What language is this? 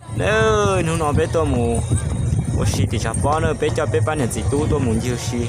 Hmong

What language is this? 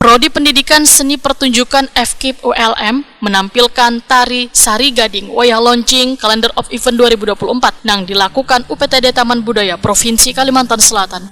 Banjar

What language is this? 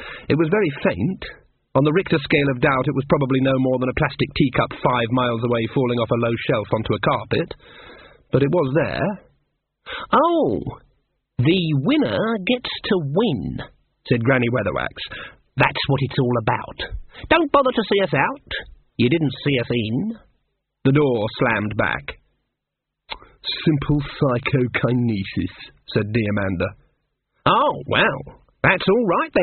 English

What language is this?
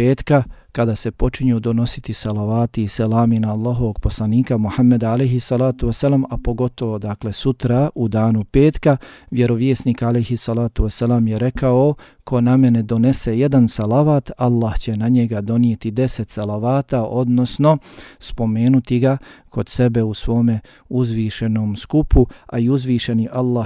Bosnian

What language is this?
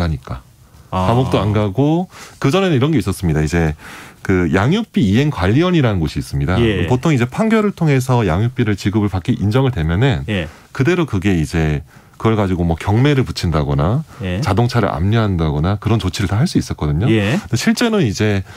Korean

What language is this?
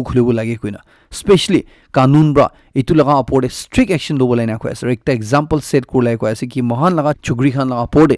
Naga Pidgin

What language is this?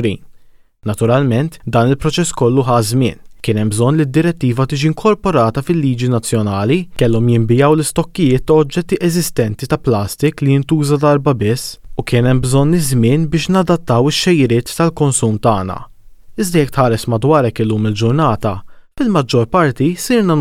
Maltese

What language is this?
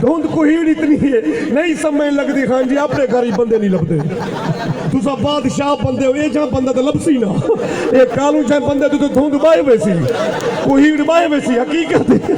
Saraiki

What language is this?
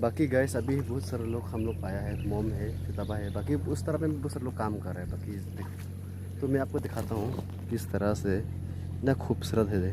Karbi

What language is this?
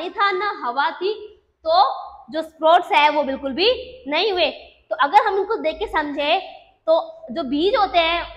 Hindi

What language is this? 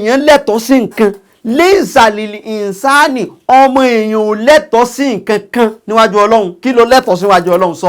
Yoruba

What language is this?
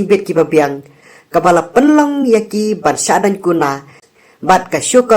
Khasi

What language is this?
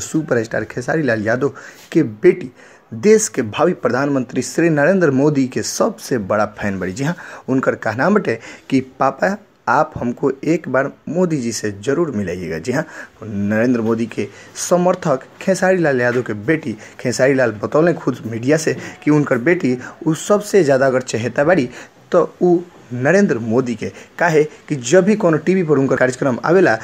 Bhojpuri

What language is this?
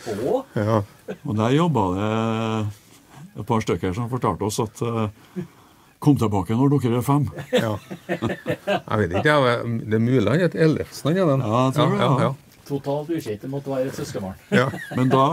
Norwegian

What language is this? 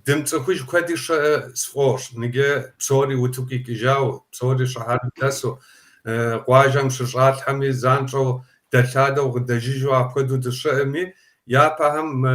Kabardian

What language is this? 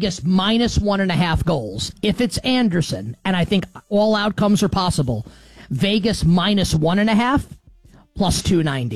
English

